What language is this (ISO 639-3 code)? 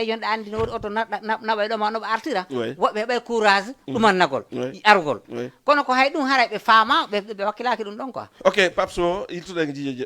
ful